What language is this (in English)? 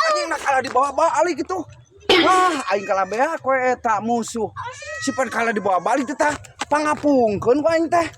Sundanese